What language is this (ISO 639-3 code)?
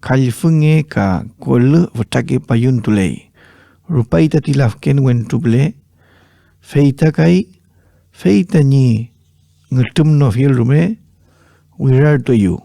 arn